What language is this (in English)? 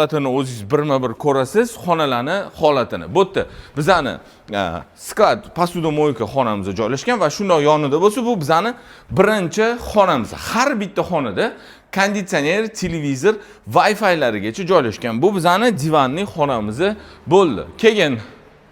Uzbek